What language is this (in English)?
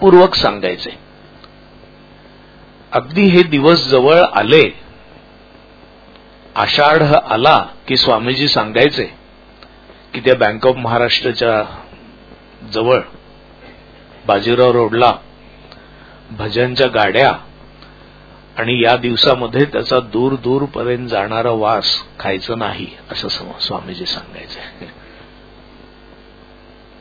Marathi